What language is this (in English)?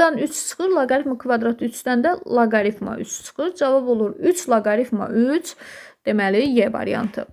Azerbaijani